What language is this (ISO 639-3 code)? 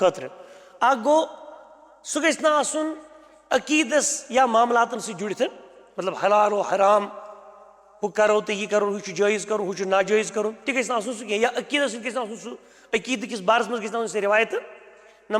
kas